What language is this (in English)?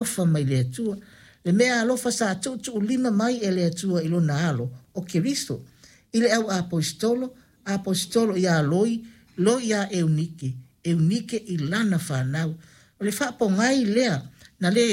Samoan